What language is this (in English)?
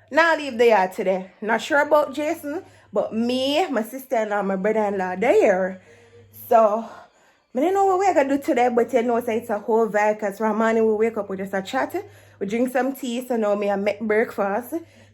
Jamaican Creole English